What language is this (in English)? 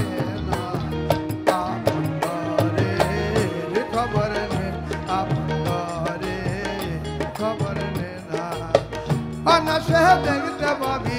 Bangla